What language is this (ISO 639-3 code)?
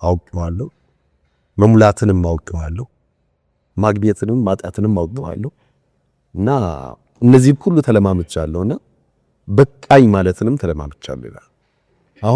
amh